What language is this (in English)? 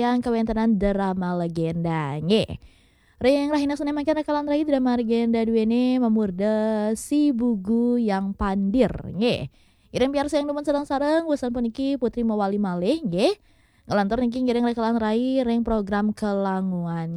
Balinese